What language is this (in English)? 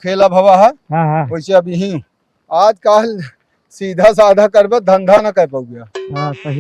Awadhi